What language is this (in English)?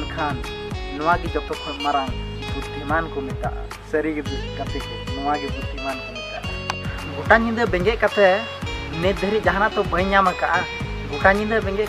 Santali